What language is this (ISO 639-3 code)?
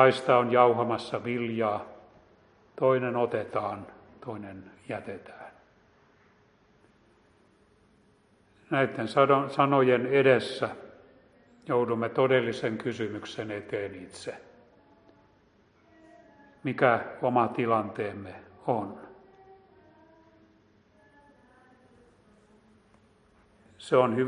fin